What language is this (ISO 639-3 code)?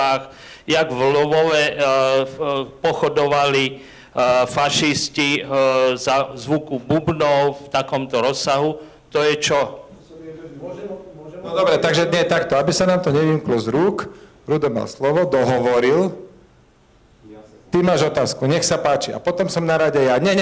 slk